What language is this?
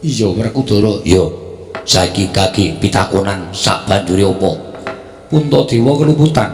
Javanese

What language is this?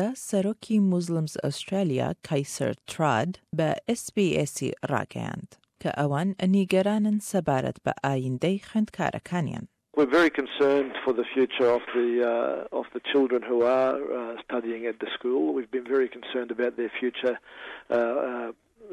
Central Kurdish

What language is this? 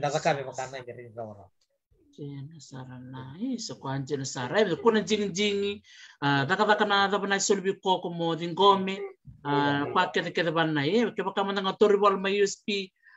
Fijian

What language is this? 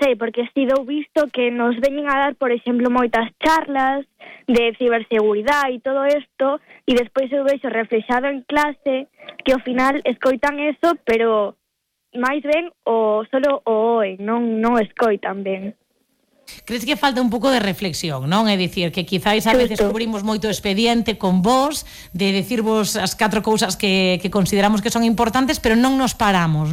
Galician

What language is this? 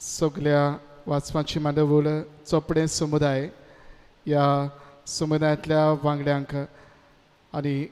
Konkani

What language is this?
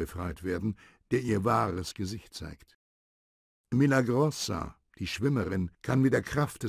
Bavarian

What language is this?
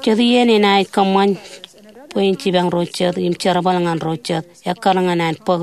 Marshallese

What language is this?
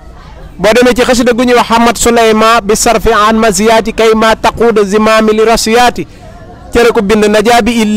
Wolof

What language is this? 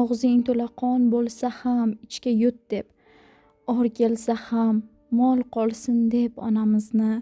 Uzbek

